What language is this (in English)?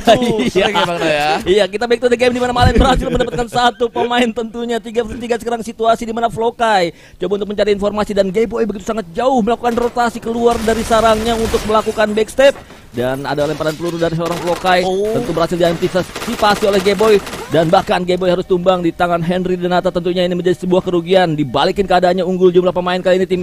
Indonesian